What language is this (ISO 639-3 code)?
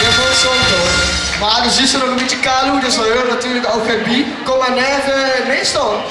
lim